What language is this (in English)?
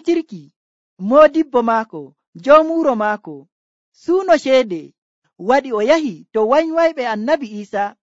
Nigerian Fulfulde